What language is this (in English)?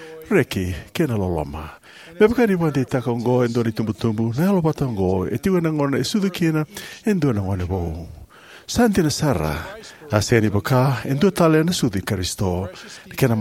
Fijian